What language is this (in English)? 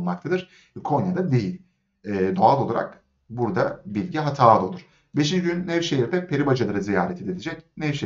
Turkish